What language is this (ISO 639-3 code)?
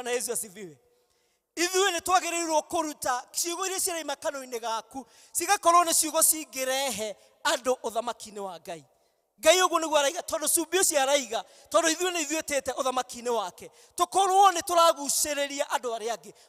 kik